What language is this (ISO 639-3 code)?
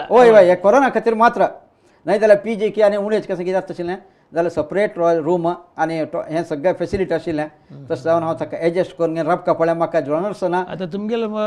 kok